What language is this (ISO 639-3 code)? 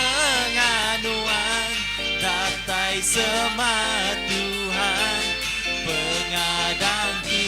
iba